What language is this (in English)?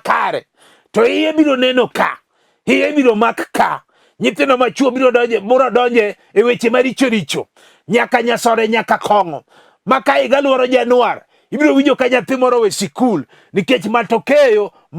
Luo (Kenya and Tanzania)